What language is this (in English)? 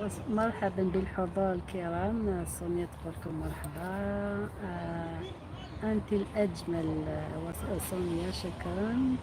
Algerian Arabic